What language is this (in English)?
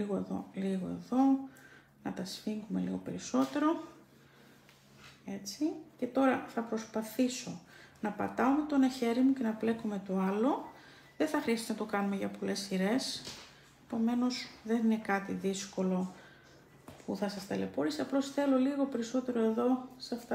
Greek